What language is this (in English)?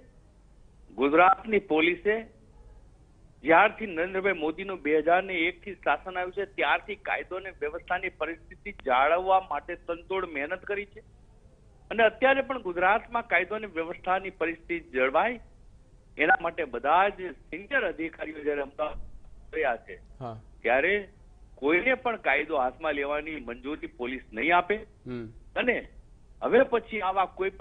Gujarati